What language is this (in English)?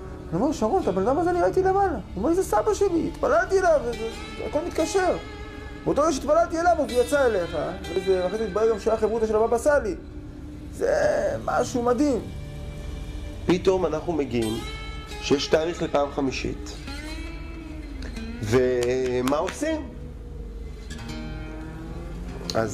Hebrew